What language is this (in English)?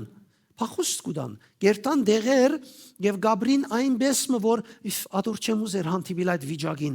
Western Armenian